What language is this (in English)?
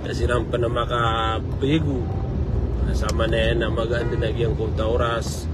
Maranao